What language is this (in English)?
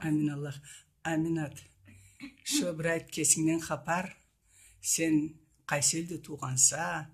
Karachay-Balkar